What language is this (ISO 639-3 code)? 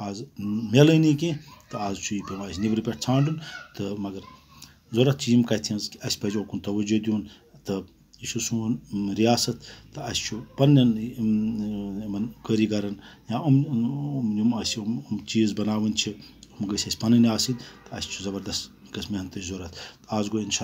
kas